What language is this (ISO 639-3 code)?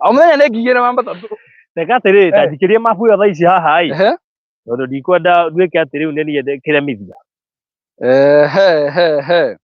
kik